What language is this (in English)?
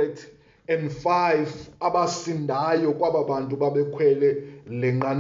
Xhosa